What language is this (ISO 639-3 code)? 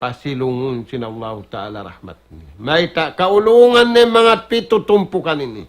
tsg